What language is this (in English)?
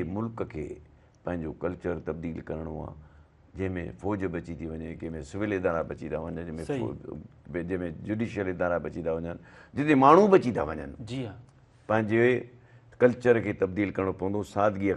Sindhi